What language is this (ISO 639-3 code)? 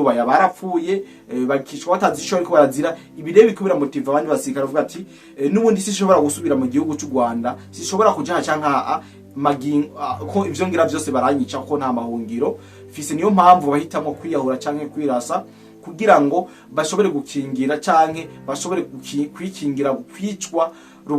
run